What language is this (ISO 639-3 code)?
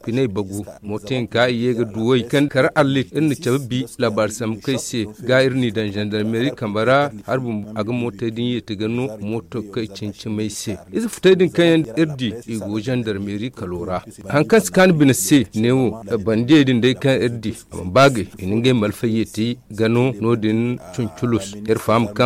dje